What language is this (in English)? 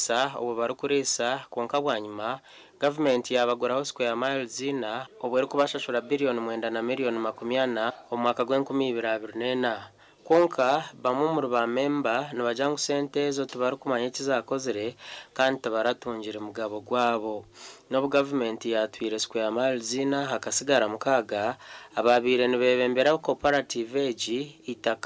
Nyankole